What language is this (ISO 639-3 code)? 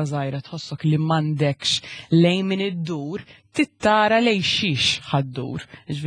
mlt